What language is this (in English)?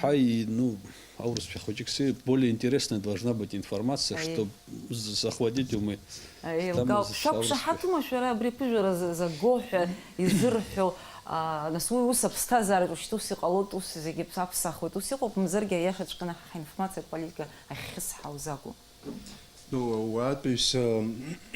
Abkhazian